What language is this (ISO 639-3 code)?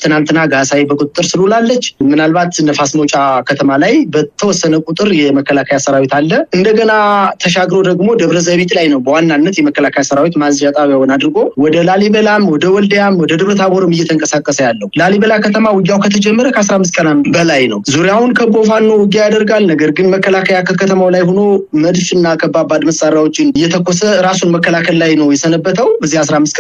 amh